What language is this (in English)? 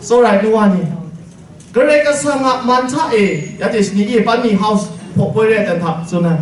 Kachin